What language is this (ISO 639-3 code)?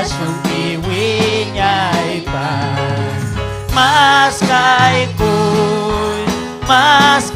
quy